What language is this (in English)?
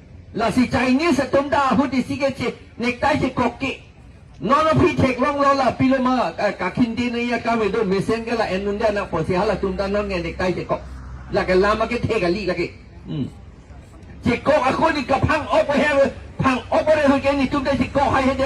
Karbi